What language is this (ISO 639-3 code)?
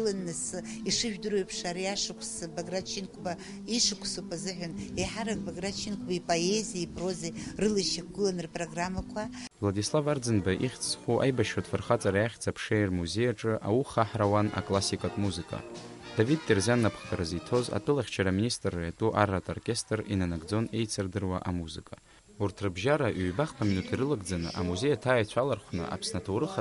abk